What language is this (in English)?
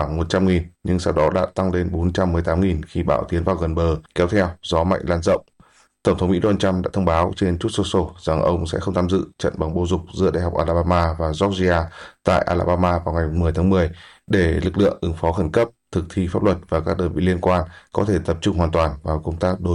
Vietnamese